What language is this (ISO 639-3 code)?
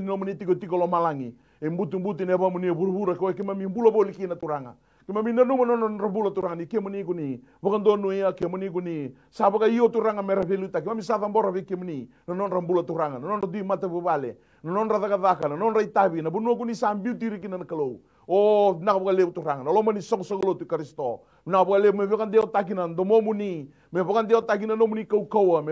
fij